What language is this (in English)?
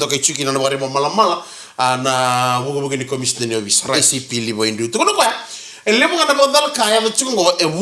Fijian